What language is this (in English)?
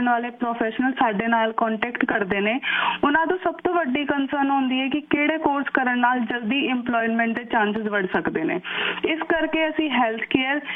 Punjabi